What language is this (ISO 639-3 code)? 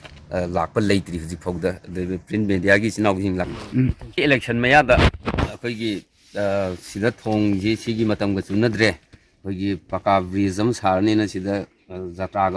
mni